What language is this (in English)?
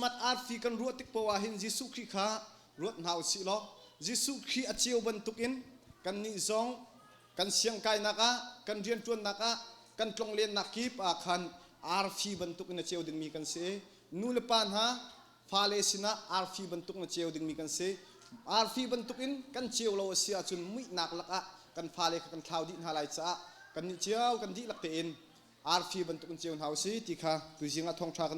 Hakha Chin